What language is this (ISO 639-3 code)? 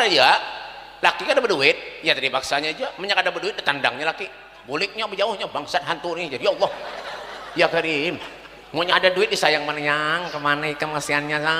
bjn